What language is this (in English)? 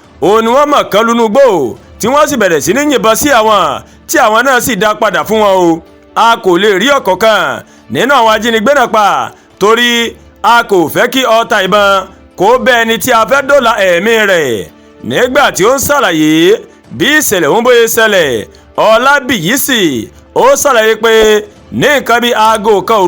Yoruba